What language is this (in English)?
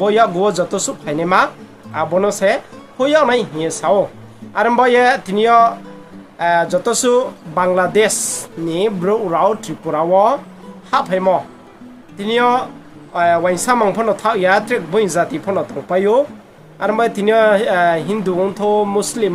Riang (India)